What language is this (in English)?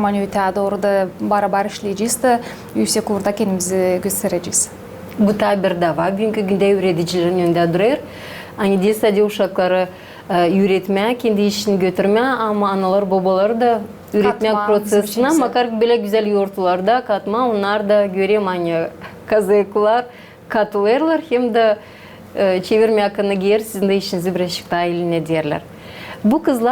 Gagauz